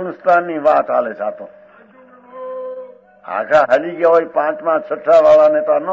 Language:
Gujarati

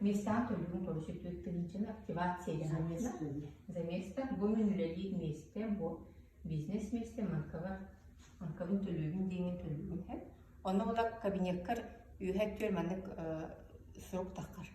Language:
Yakut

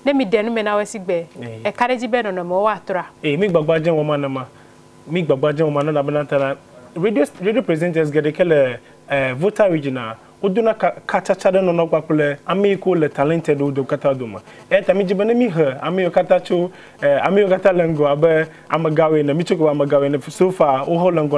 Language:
Ewe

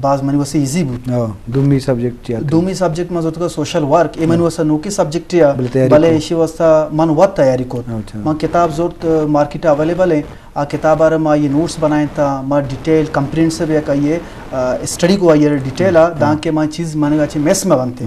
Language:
Eastern Balochi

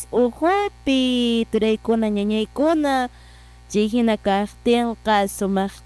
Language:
Quechua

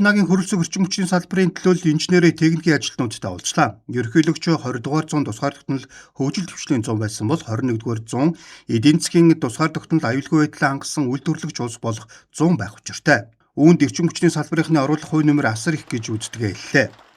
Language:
Mongolian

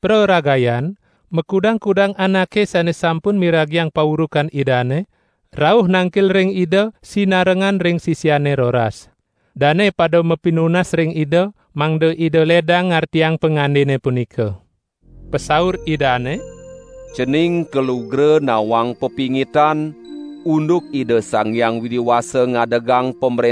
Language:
Balinese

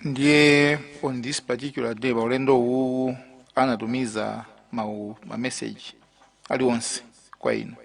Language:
Nyanja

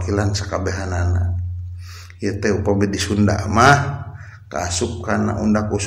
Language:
Sundanese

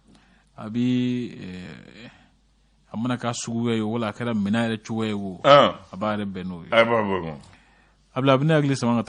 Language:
Bambara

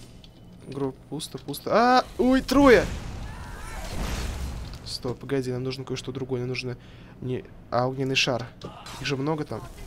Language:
Russian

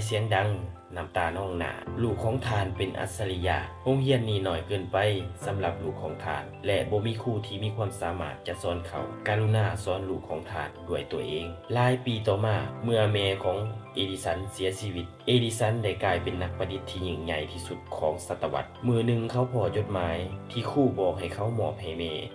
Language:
Lao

